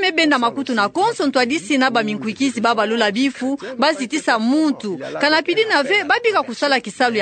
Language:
Kituba (Democratic Republic of Congo)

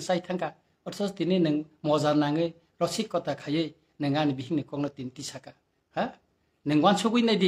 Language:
Kok Borok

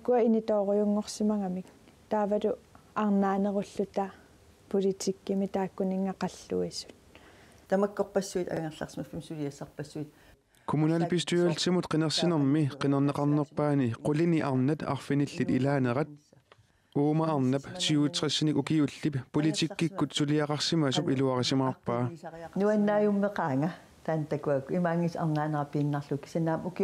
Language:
Kalaallisut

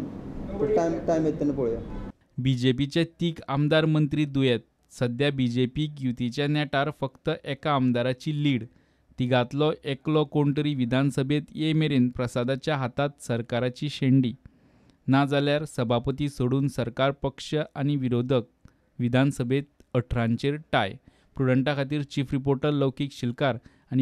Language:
Konkani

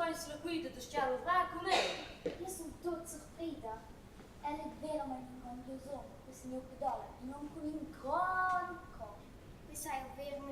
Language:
Romansh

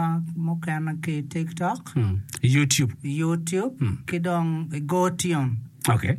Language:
Acoli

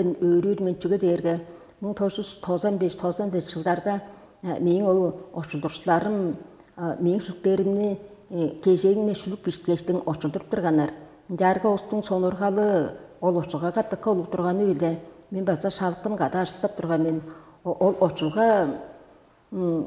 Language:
Tuvinian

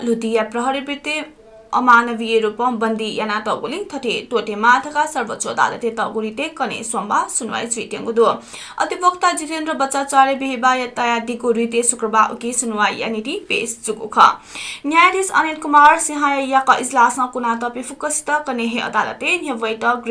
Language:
Newari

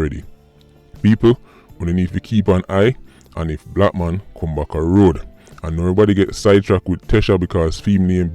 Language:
Jamaican Creole English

